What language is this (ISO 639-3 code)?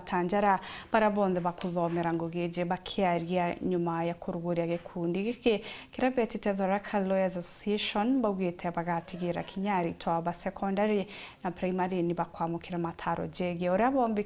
mer